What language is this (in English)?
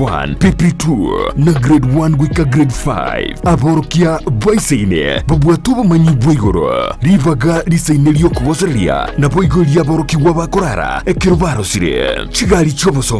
Gusii